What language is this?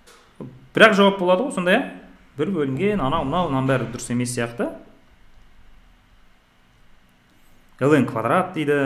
Kazakh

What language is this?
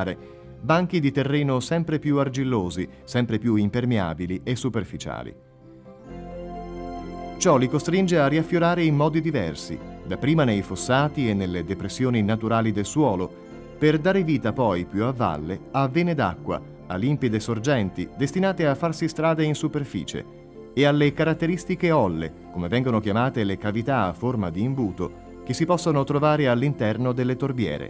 Italian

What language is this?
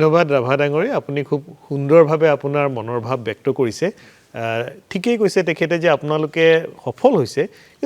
Assamese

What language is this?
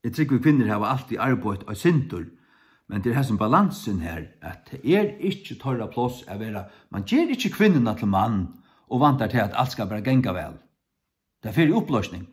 Faroese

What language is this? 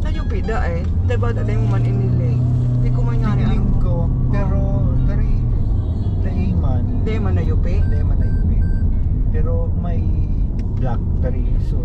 Bikol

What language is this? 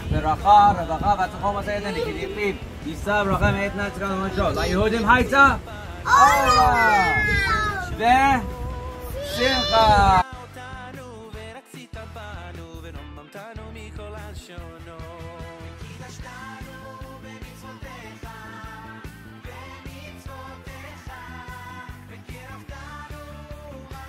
Hebrew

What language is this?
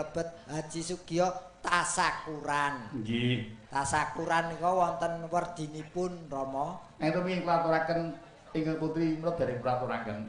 Javanese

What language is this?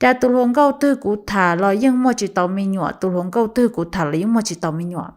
Hmong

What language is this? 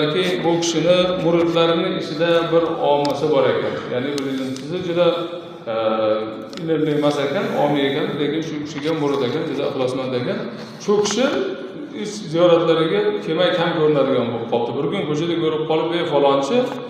Uzbek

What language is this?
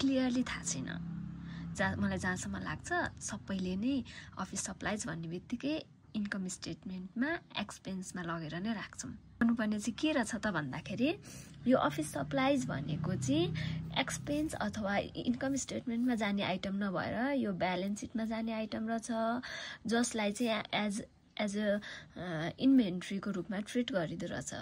Nepali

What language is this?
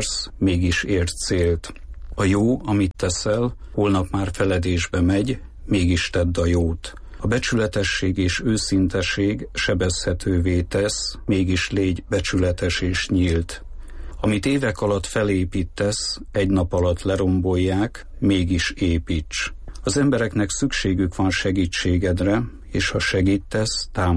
Hungarian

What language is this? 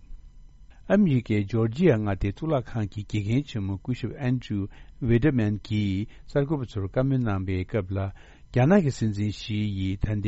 Tibetan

